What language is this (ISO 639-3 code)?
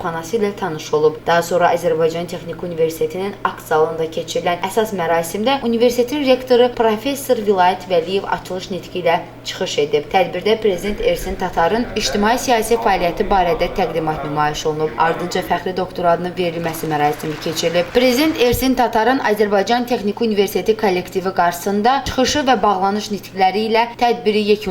aze